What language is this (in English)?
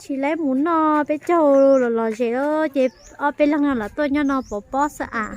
Hmong